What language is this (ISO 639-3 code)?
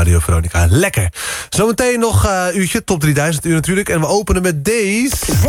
nld